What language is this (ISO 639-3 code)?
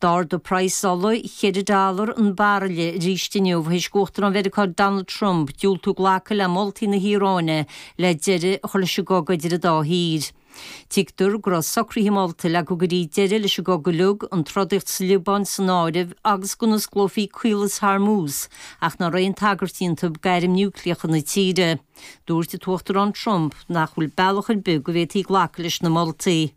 gle